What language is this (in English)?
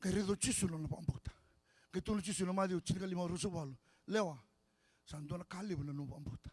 Fijian